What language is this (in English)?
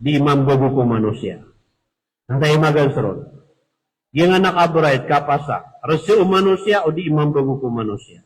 Maranao